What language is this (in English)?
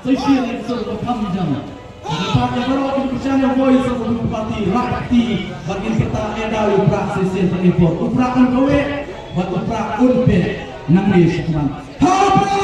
Khasi